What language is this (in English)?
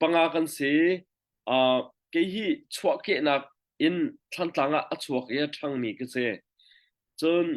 Hakha Chin